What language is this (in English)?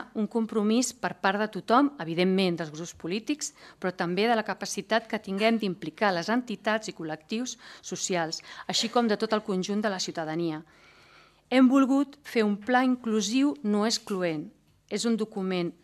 Catalan